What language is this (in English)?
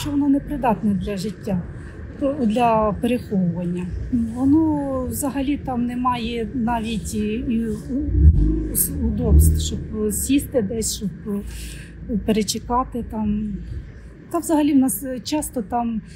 Ukrainian